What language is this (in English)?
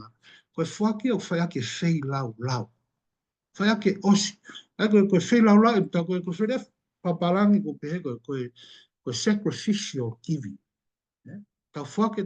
Tongan